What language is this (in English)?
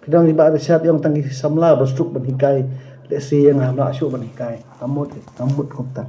Khasi